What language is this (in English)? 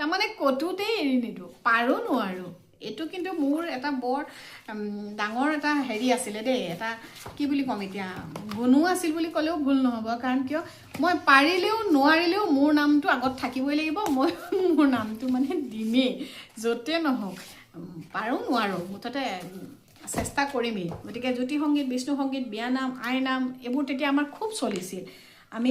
Assamese